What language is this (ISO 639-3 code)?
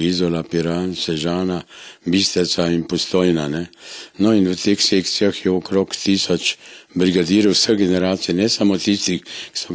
slv